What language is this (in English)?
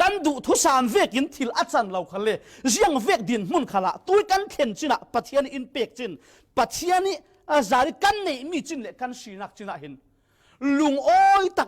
Falam Chin